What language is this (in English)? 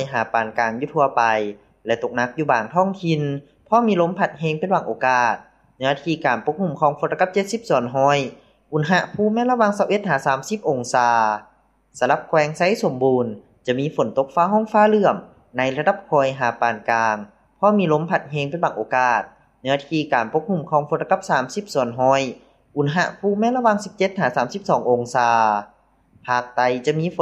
Lao